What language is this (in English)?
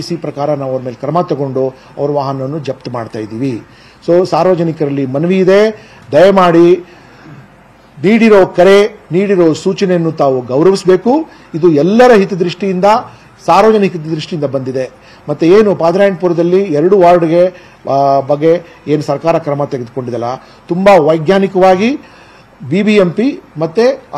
Kannada